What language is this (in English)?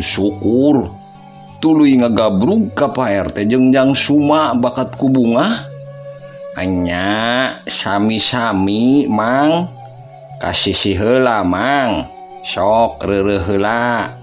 Sundanese